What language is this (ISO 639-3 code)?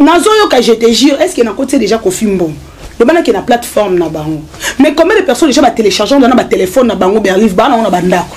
lin